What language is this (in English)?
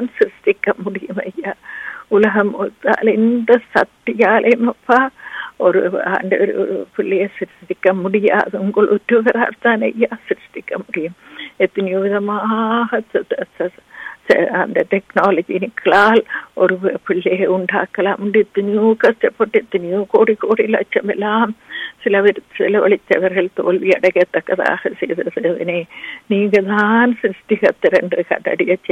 Tamil